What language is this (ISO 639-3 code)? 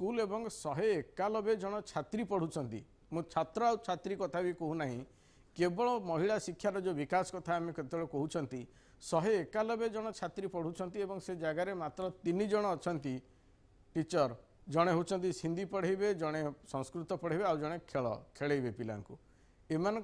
ori